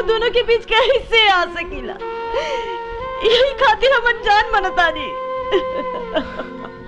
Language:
Bhojpuri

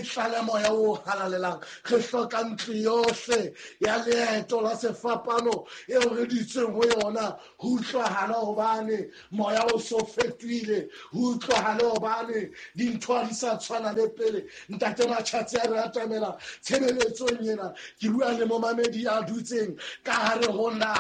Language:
Southern Sotho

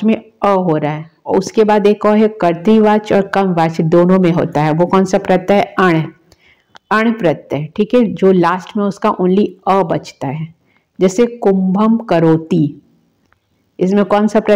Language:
Hindi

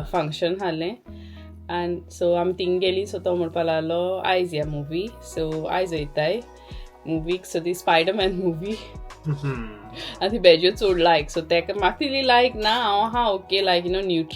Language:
Konkani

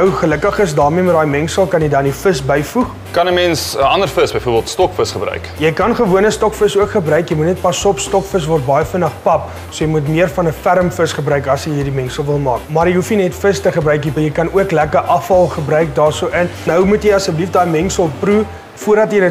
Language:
Afrikaans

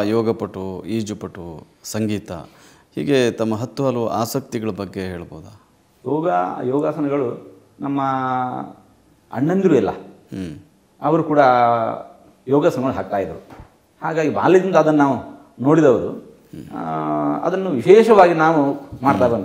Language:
Kannada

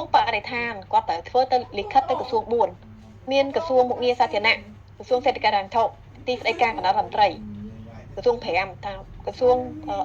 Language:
Khmer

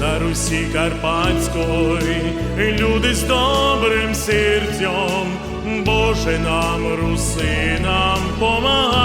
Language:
Rusyn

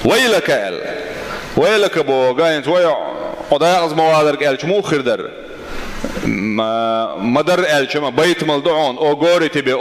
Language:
Chechen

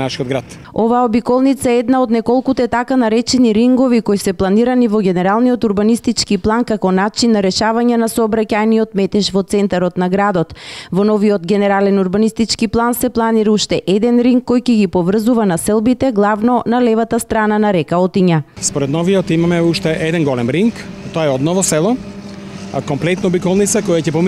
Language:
Macedonian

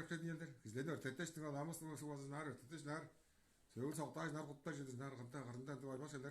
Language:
Tuvinian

